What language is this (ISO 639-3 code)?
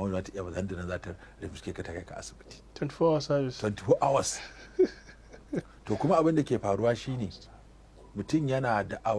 hau